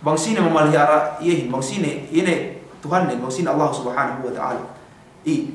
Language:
Yakan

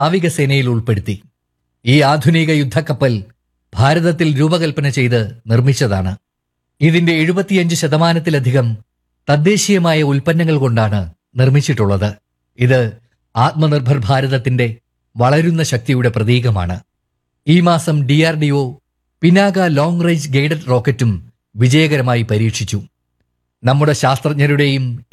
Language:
Malayalam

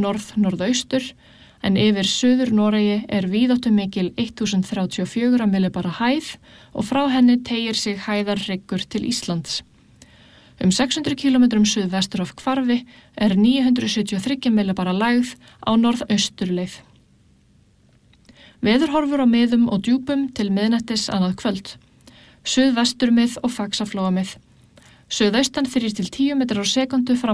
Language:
Icelandic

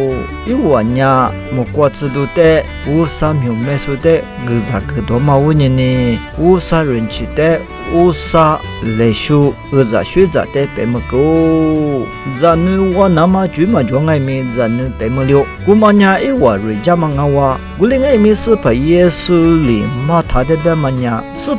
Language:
Lisu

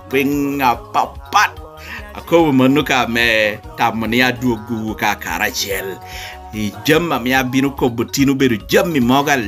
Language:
Lango (Uganda)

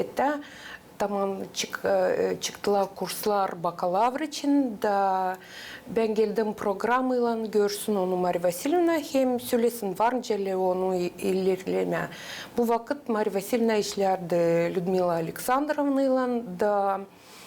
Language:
Gagauz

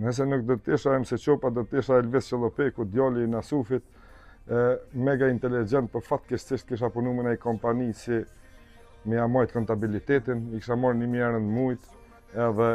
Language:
Albanian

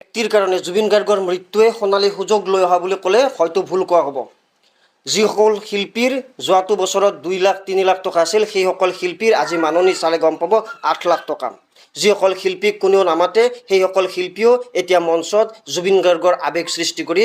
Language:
Assamese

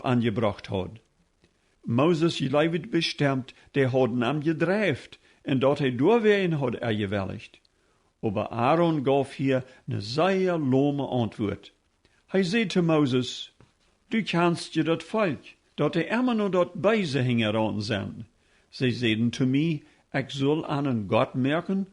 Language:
Plautdietsch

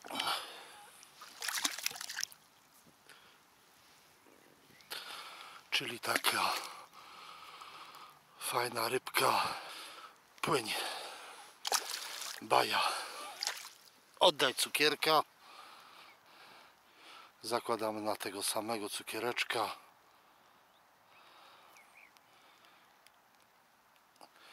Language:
Polish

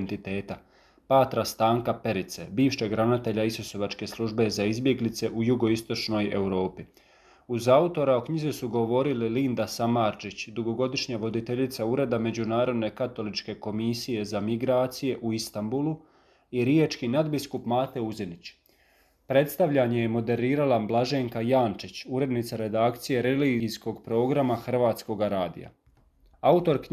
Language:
Croatian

